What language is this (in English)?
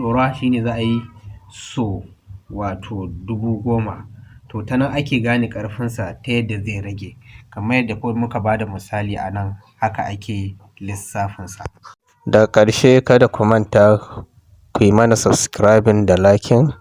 Hausa